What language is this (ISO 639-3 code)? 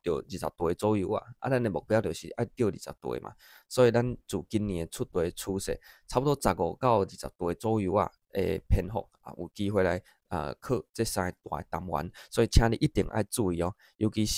nan